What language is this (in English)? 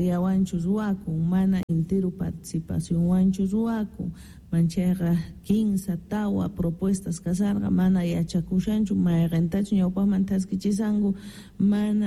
South Bolivian Quechua